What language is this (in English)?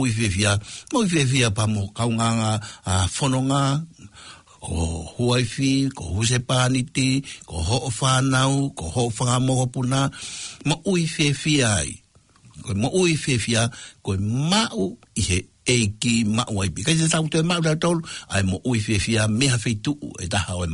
Tongan